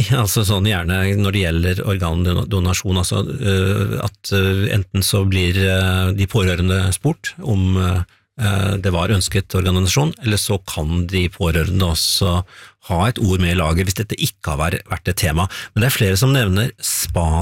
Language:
Norwegian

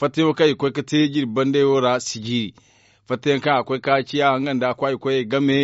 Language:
Zarma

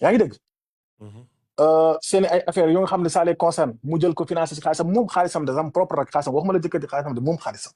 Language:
Wolof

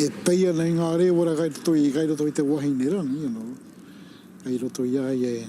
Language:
Māori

